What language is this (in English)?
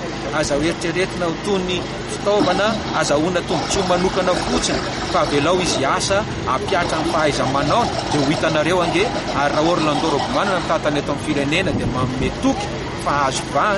Malagasy